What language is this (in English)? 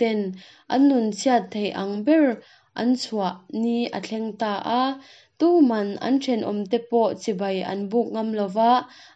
Mizo